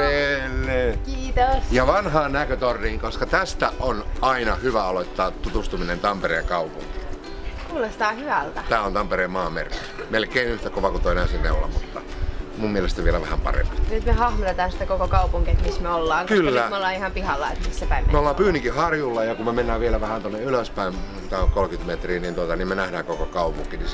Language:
Finnish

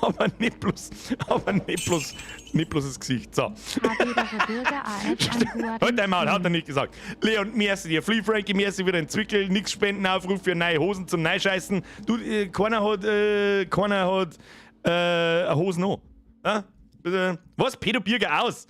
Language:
Bavarian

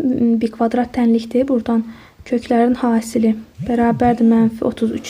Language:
Azerbaijani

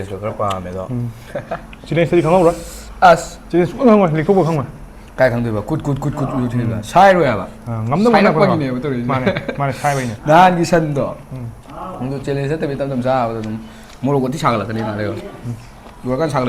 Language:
Manipuri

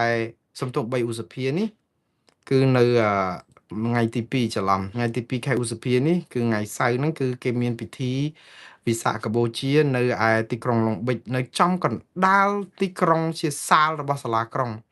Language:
Khmer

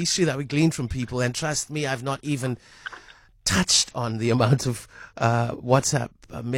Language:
English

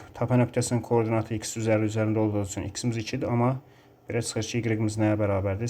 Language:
Azerbaijani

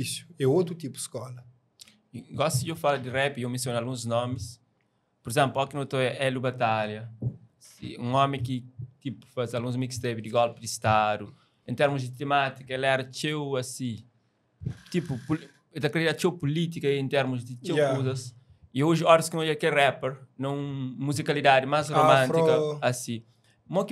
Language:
Kabuverdianu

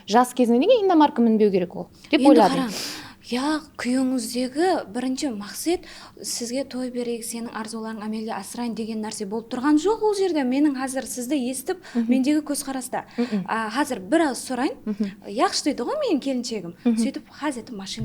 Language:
Kara-Kalpak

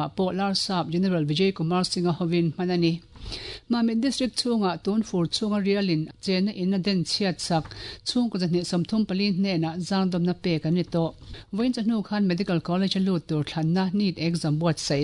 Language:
Mizo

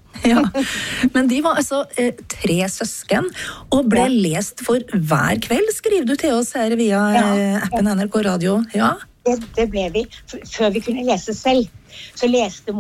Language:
Norwegian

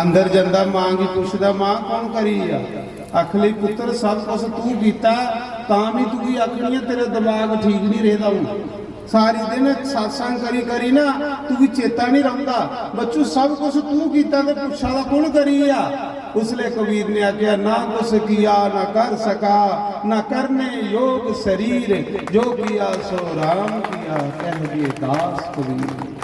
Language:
Dogri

